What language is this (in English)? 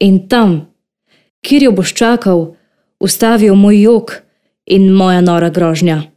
Slovenian